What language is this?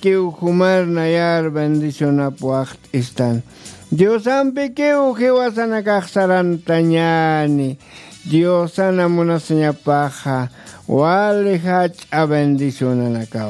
Aymara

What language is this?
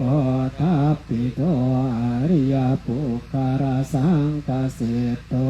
Pali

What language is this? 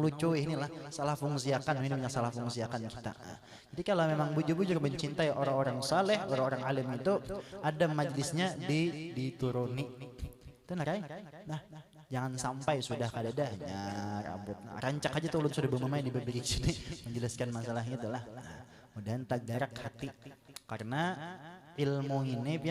Banjar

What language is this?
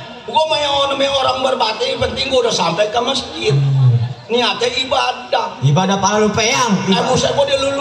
Betawi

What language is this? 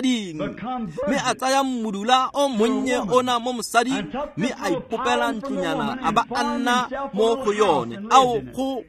Tswana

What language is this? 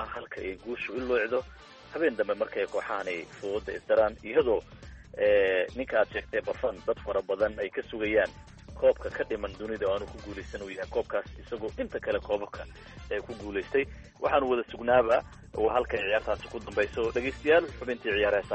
Somali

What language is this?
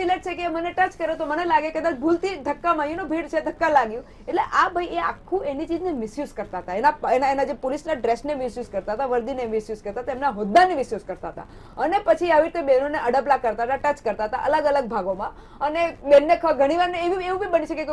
Gujarati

